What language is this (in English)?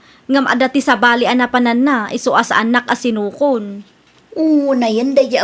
Iloko